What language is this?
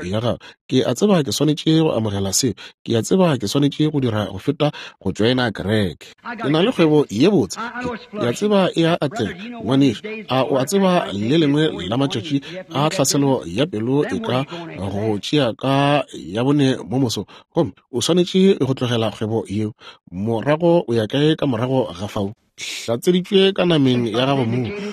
Northern Sotho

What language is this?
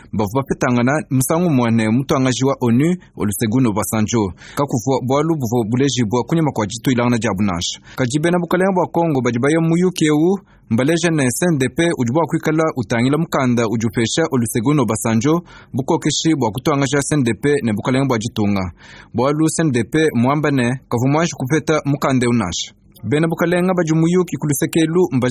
Luba-Lulua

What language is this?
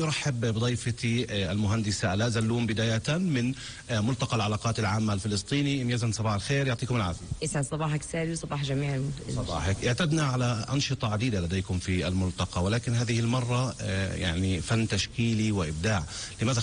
North Levantine Arabic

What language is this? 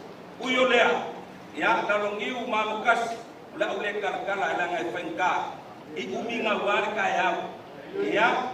Samoan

